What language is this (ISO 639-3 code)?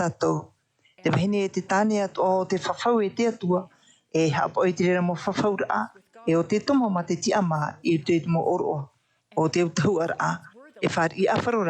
tah